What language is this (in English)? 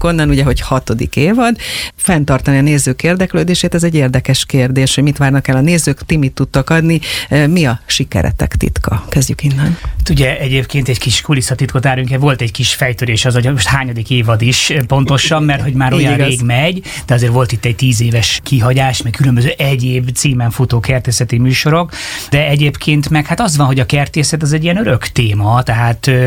Hungarian